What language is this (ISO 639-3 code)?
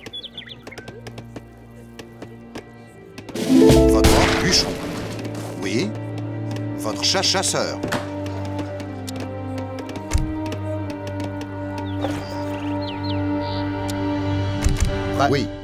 fra